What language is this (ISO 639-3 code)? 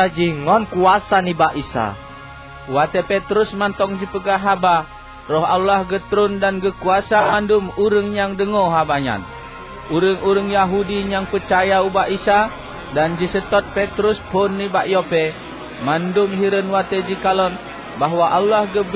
ace